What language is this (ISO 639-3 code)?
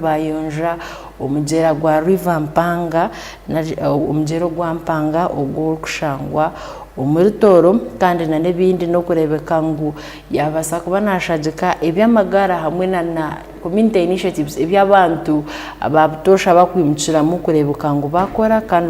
ttj